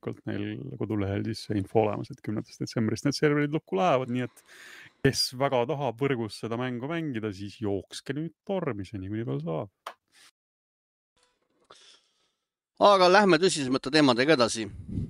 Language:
Estonian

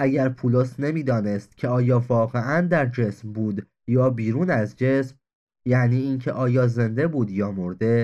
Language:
Persian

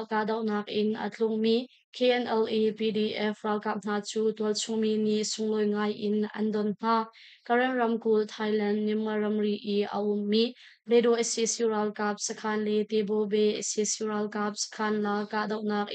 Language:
Hakha Chin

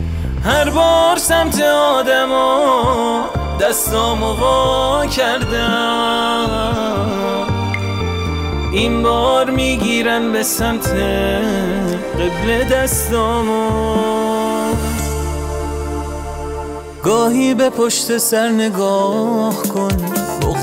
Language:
Persian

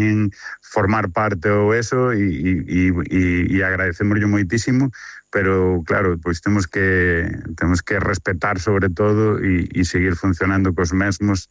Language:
Galician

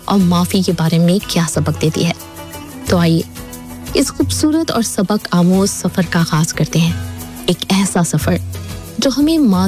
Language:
Urdu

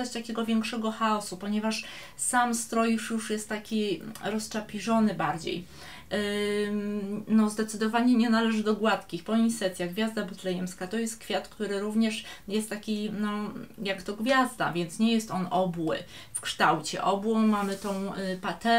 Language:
Polish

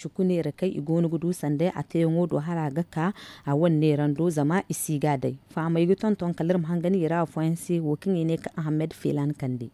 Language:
Zarma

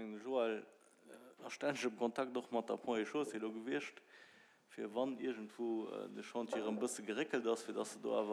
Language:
Luxembourgish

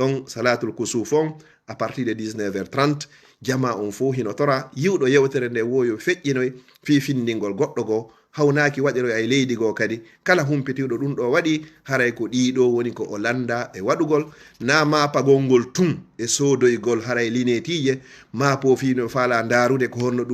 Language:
Fula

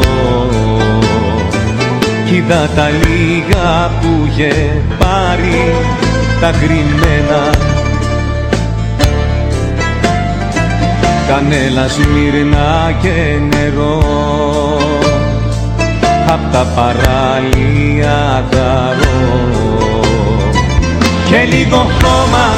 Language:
Greek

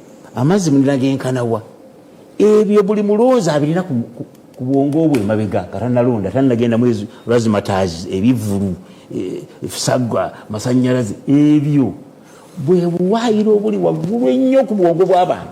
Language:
Ganda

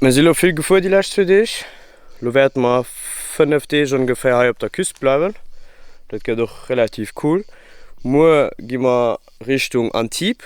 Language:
Luxembourgish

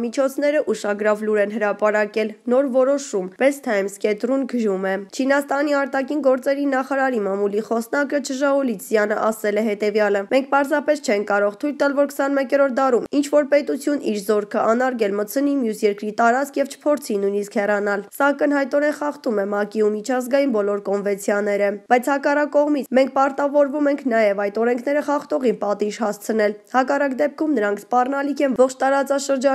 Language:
Armenian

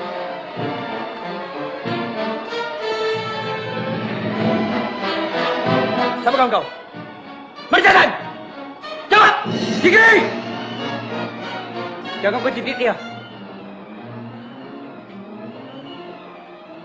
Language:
Malay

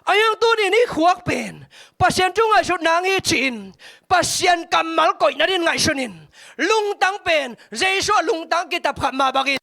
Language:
Tedim Chin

